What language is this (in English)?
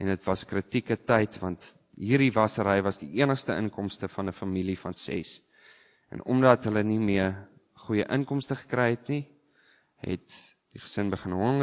Afrikaans